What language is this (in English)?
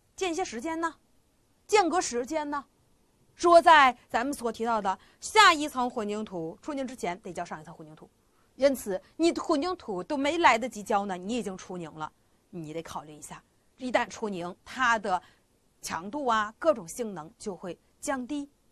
Chinese